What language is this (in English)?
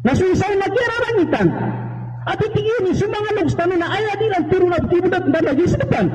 Maranao